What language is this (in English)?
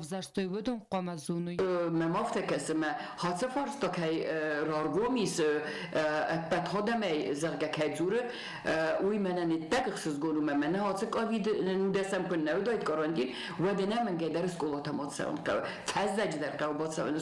Ossetic